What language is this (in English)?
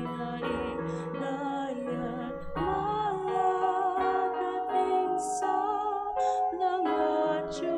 Pampanga